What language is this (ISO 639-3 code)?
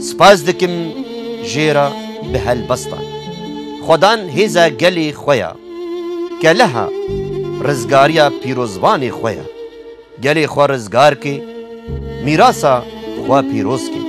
kur